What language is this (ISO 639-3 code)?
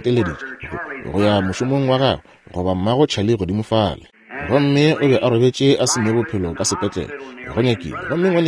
nso